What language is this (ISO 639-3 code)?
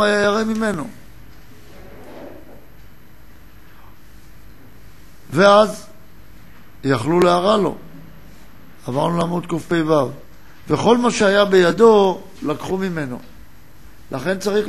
heb